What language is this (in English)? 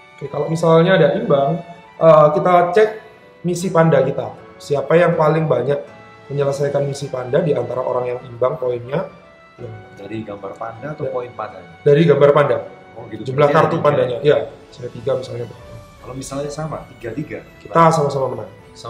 Indonesian